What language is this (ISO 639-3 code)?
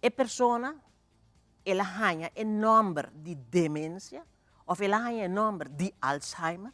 pap